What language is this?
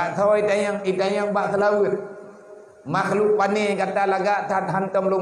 Achinese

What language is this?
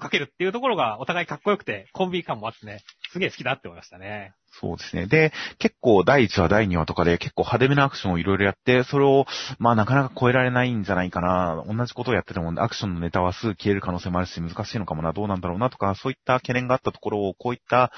Japanese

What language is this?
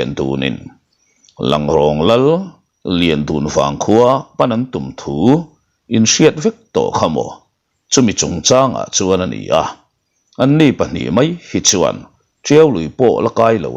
Mizo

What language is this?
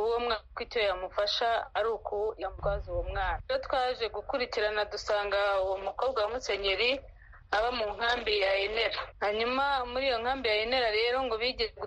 Kinyarwanda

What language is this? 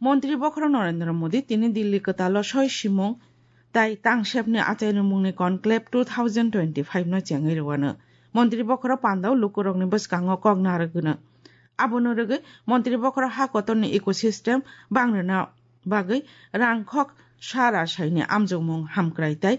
Kok Borok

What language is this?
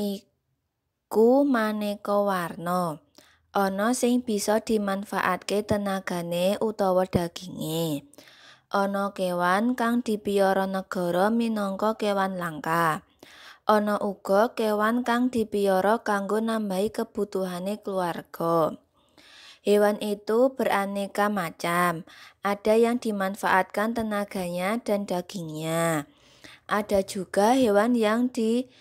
Javanese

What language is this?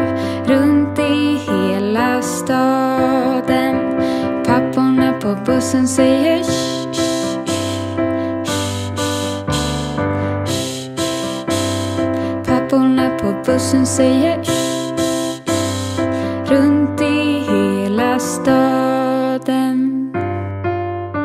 Swedish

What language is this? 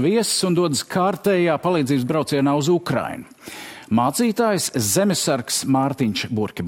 Latvian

